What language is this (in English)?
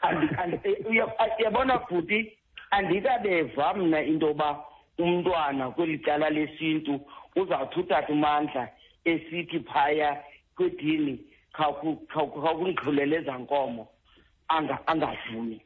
Xhosa